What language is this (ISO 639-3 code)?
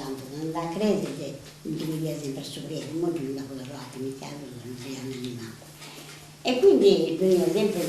srd